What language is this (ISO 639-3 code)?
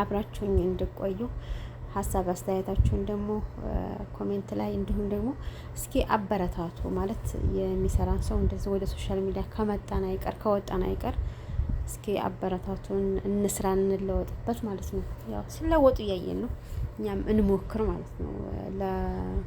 amh